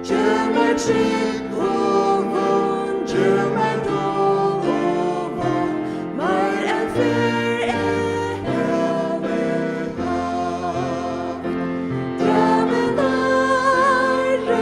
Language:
Faroese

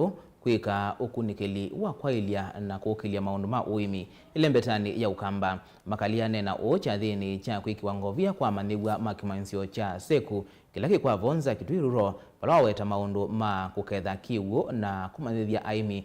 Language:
Kamba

